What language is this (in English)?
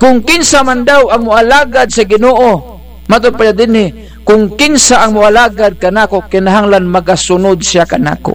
Bikol